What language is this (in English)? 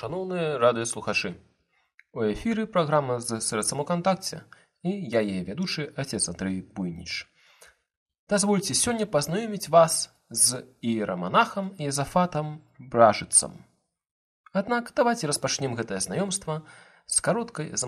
Belarusian